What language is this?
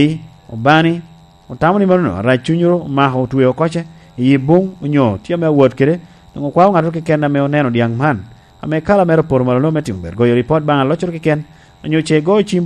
Lango (Uganda)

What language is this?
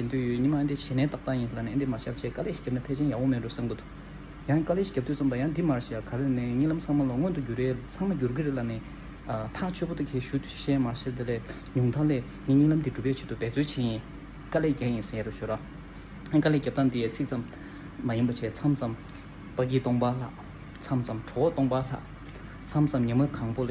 Tibetan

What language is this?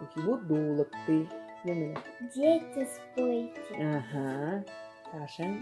Buriat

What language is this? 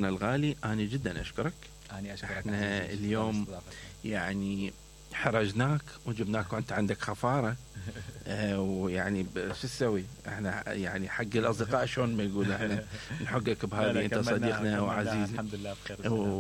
Mesopotamian Arabic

